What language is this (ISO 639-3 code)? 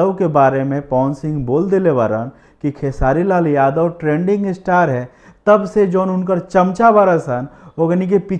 bho